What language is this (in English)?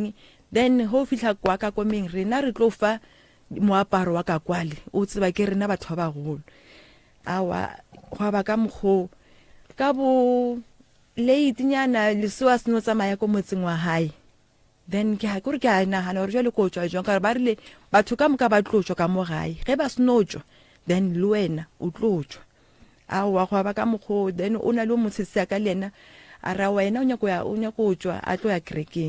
Northern Sotho